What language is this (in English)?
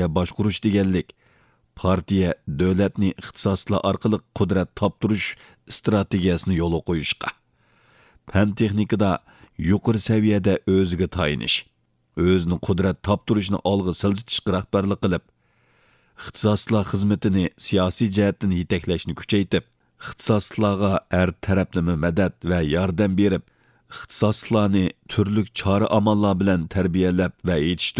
Uyghur